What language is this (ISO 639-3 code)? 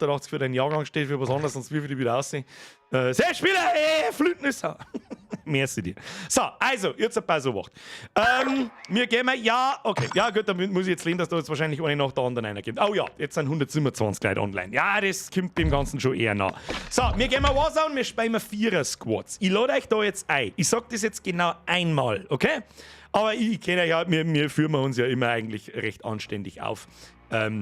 bar